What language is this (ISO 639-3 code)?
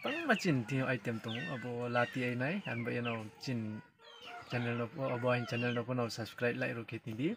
ria